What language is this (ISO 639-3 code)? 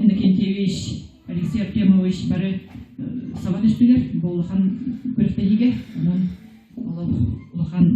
sah